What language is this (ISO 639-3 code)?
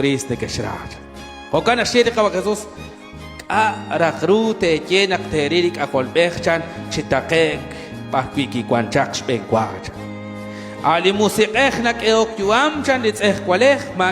kek